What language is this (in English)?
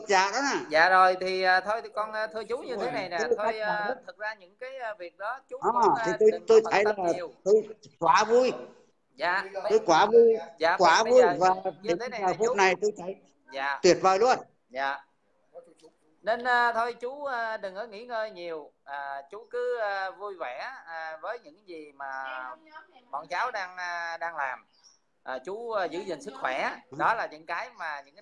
Vietnamese